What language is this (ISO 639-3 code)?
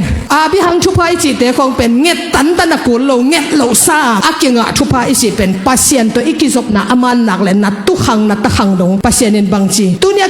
ctd